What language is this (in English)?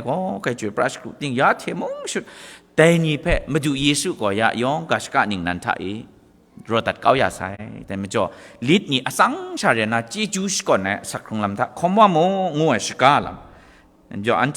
Kachin